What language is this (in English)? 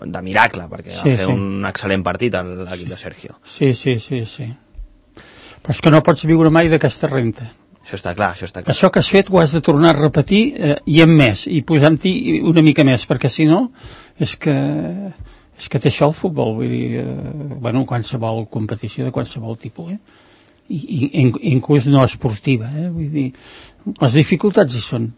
Catalan